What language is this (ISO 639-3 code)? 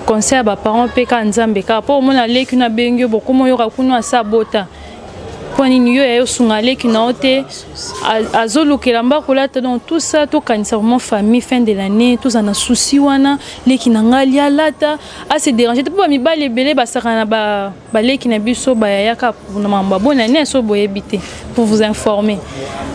lin